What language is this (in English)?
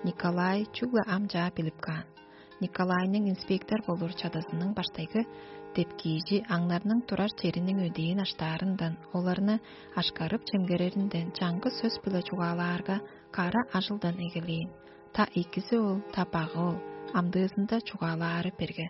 Tuvinian